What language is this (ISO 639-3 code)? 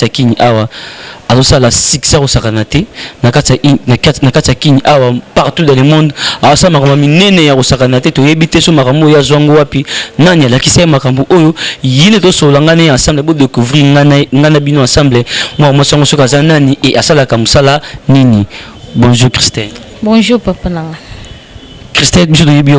lin